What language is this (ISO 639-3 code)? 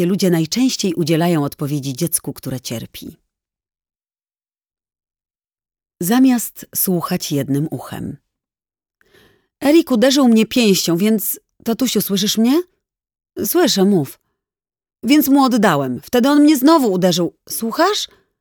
pol